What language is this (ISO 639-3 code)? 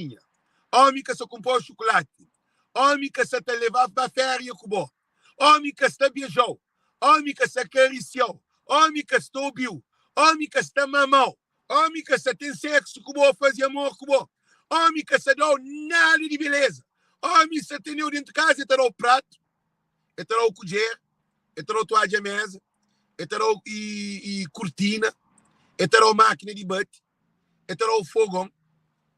kea